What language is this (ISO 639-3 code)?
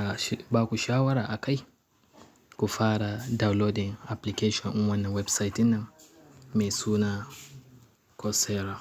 hau